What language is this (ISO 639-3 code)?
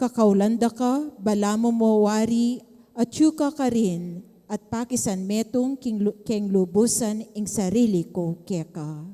pam